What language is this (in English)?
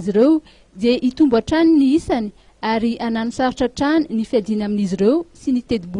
Malagasy